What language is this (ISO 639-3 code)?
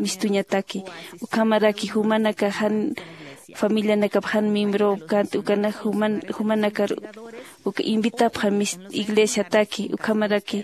aym